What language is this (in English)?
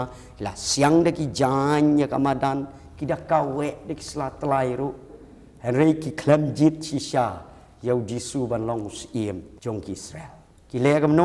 Khasi